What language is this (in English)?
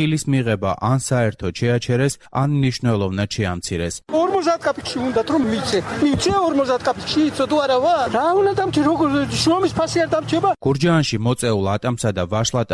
Georgian